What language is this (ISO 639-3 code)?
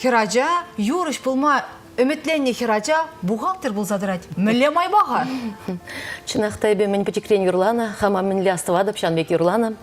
chv